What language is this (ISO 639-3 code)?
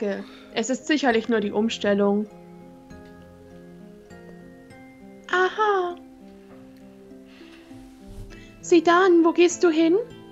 deu